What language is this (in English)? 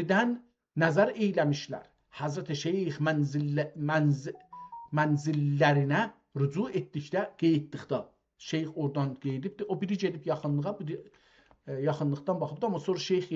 South Azerbaijani